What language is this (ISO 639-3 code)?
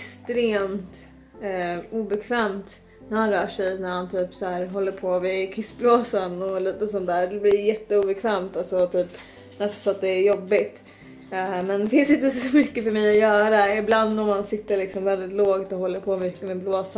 swe